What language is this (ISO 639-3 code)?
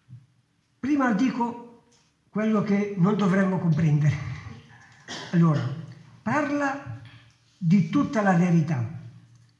ita